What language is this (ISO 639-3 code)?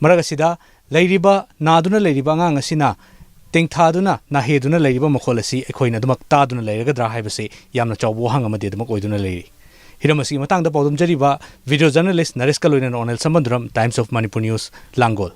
mni